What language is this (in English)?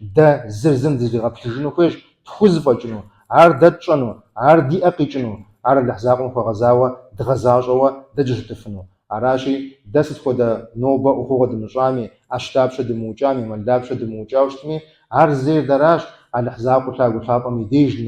Kabardian